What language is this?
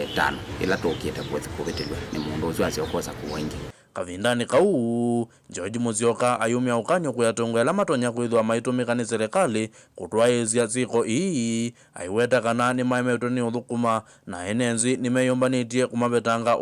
Kamba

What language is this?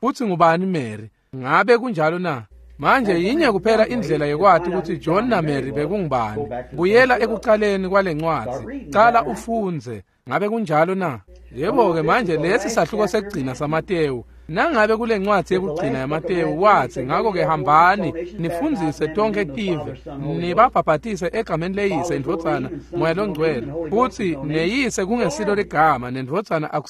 Swati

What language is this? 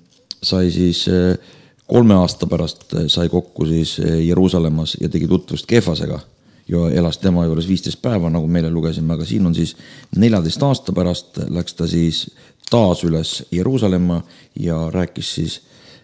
Estonian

